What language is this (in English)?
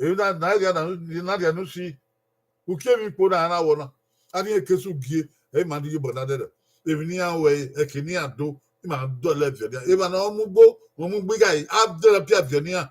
Bini